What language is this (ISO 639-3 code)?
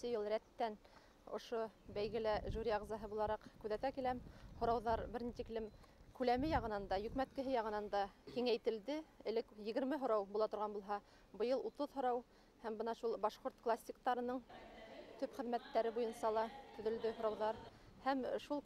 bak